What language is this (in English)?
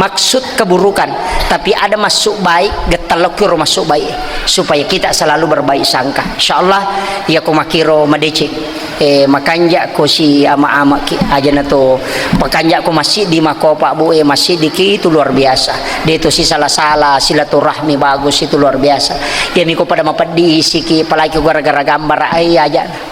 Buginese